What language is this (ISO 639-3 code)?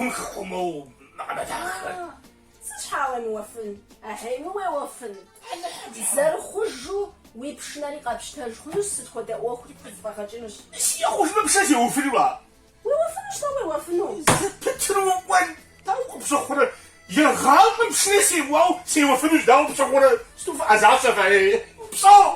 kbd